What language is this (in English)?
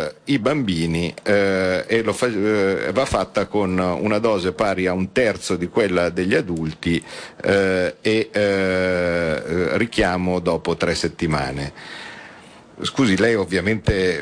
Italian